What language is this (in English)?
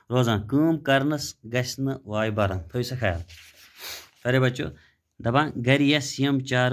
Kashmiri